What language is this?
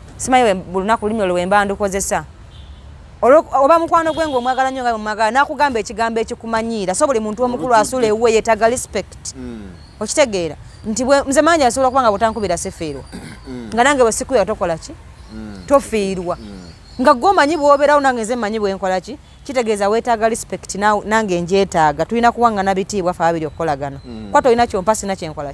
Ganda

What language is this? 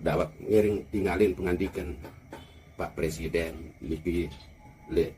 Sasak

